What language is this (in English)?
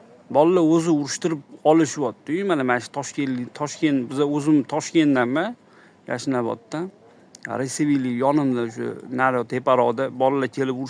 Uzbek